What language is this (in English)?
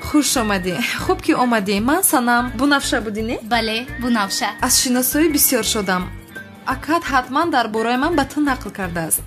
Tajik